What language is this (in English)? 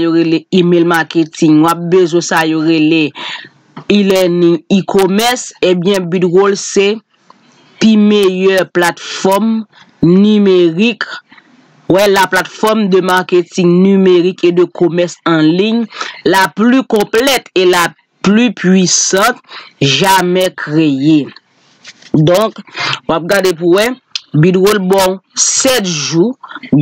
Haitian Creole